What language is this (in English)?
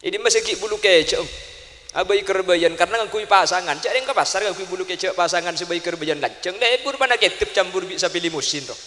Madurese